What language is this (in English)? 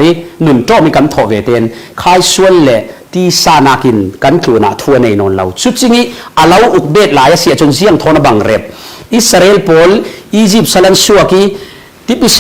Falam Chin